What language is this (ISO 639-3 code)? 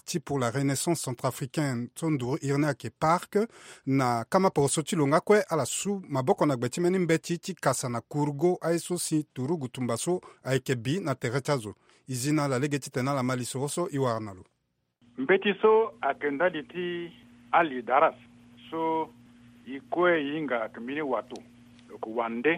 sag